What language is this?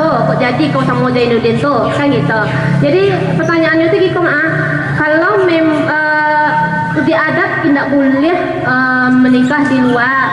Minangkabau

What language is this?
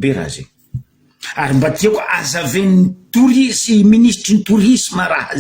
Malagasy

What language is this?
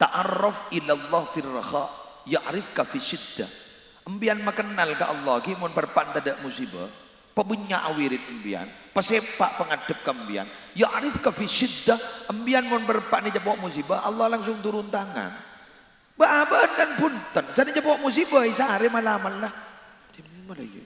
Madurese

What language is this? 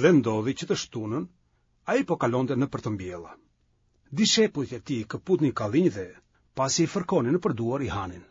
Albanian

